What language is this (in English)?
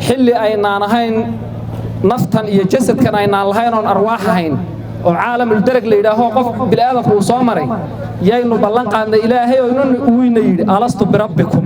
Somali